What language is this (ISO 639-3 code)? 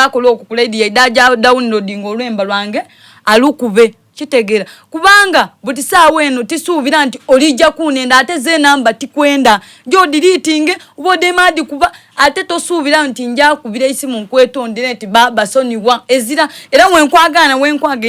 xog